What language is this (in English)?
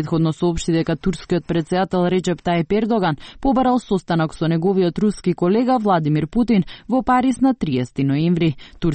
Macedonian